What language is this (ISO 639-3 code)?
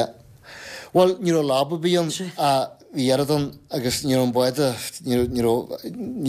gle